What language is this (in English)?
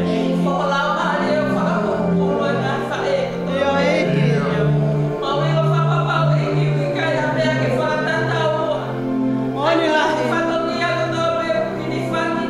Tongan